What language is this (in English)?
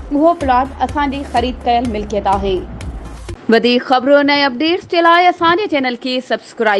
Sindhi